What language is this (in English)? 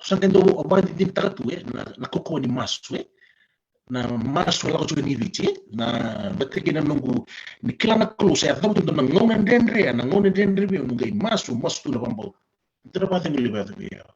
Fijian